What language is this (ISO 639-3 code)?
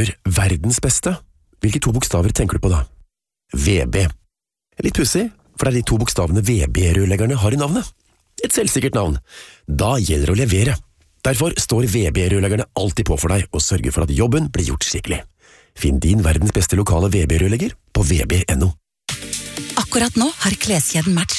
nor